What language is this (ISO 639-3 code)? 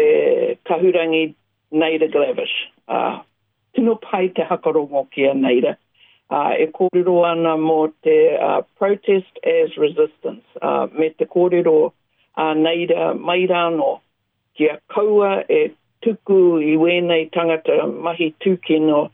mri